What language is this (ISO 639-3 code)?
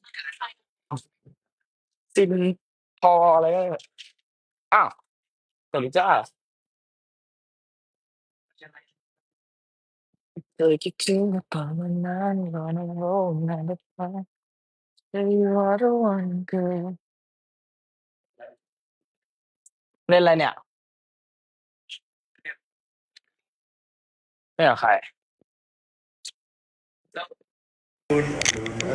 tha